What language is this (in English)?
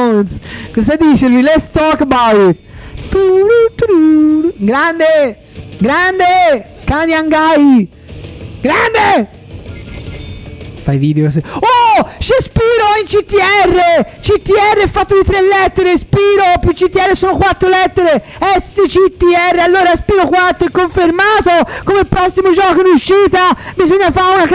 Italian